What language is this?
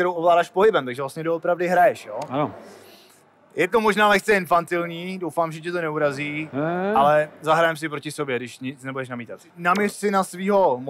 Czech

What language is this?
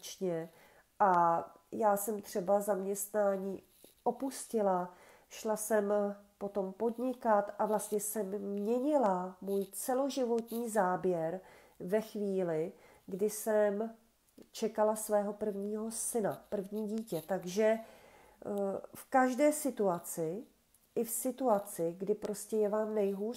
Czech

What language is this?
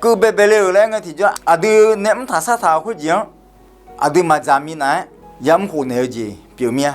Akha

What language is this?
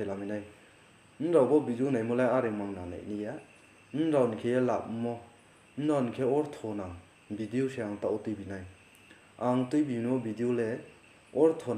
Riang (India)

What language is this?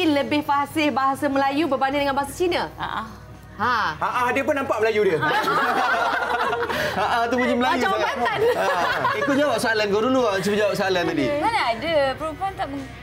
Malay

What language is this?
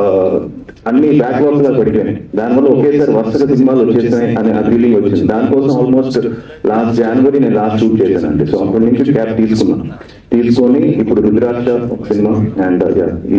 Telugu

